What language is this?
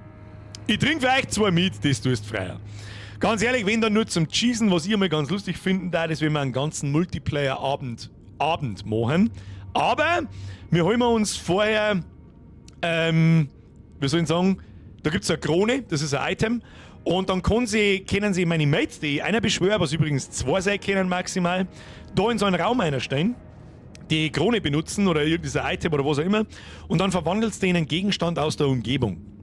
Bavarian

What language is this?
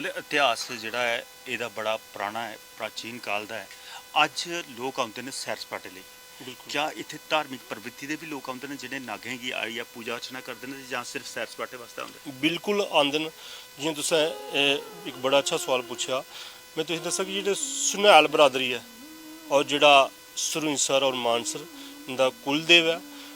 Dogri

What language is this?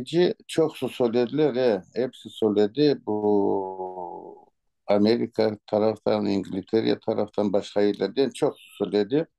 Crimean Tatar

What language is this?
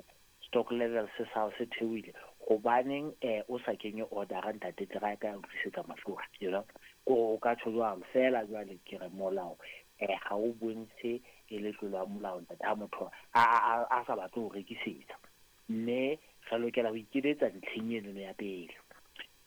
Southern Sotho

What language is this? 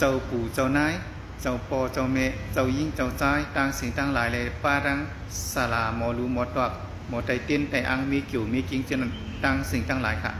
Shan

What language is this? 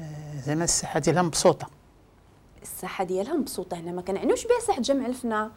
Moroccan Arabic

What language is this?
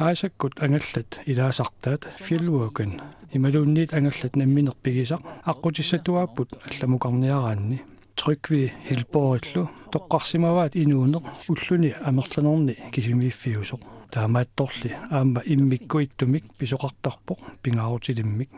Kalaallisut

